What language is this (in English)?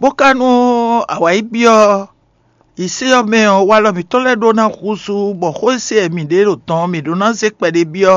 Fon